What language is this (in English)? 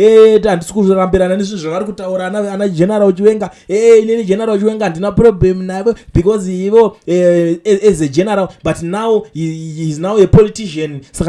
Shona